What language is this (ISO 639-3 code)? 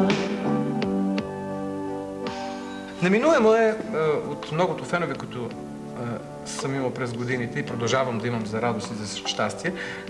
bul